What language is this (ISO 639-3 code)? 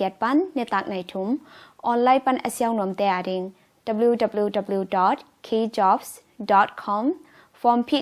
ctd